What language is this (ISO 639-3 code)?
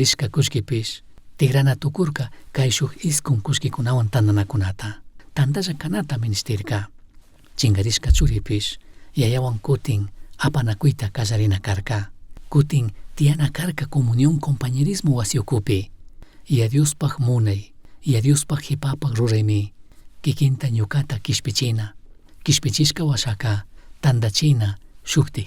qug